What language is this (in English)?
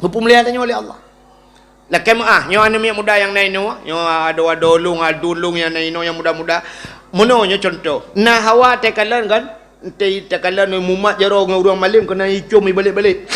Achinese